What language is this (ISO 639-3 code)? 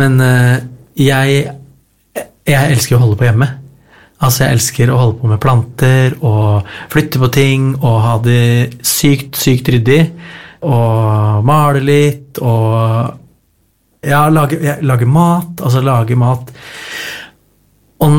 nor